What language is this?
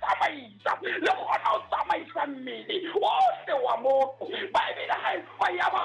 Southern Sotho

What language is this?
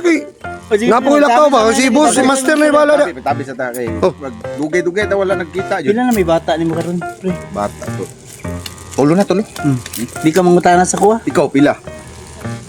Cebuano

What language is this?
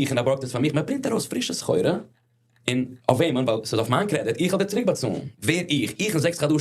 Yiddish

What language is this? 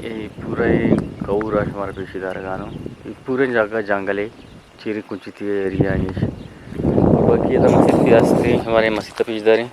Eastern Balochi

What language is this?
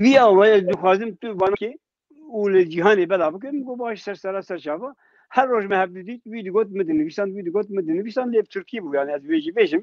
Kurdish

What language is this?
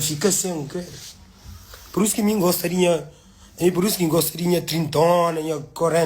Kabuverdianu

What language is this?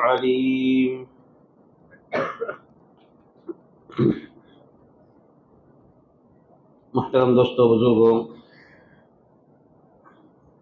Urdu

